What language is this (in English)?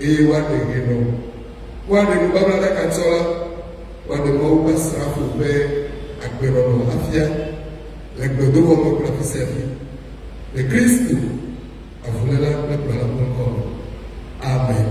Ewe